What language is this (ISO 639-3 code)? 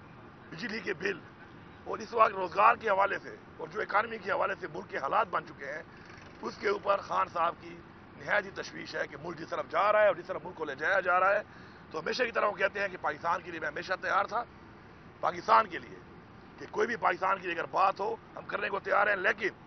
urd